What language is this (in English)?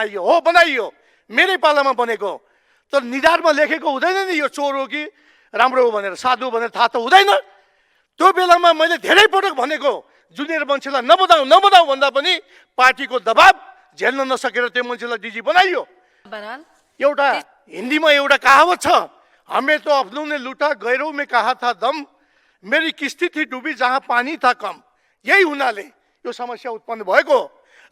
Nepali